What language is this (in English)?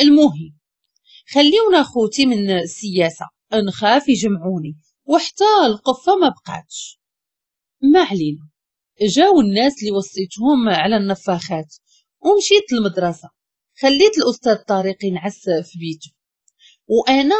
Moroccan Arabic